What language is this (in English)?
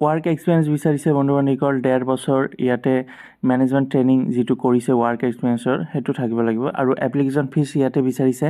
Assamese